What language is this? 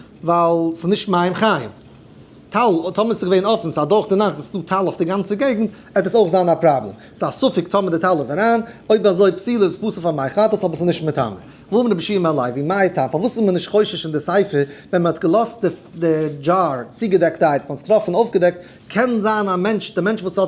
Yiddish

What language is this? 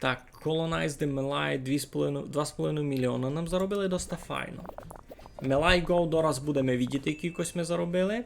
Rusyn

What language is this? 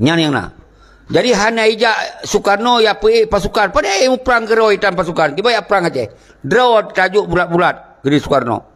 Achinese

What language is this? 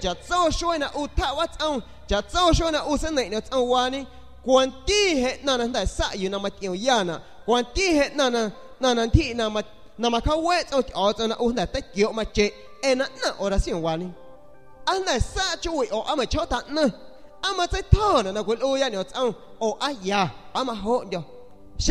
San Pedro Amuzgos Amuzgo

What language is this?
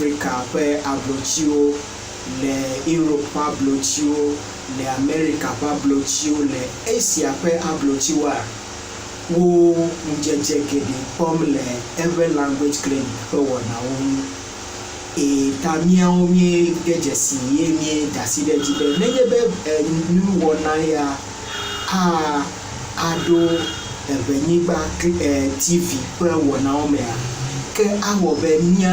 Ewe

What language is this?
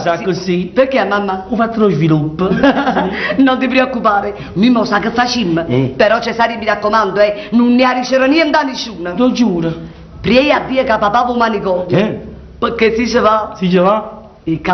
Neapolitan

